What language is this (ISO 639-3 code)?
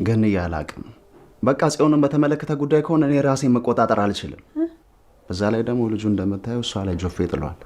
amh